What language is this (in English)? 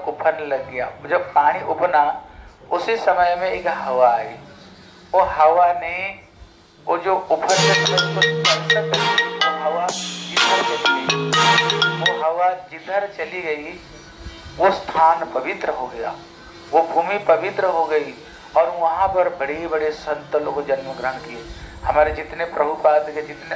Hindi